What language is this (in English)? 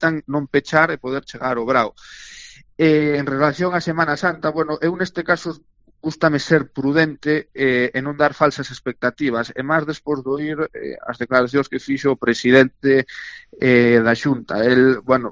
Galician